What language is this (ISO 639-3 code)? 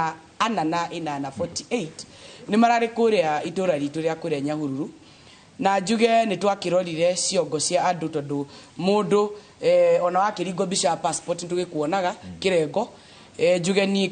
kik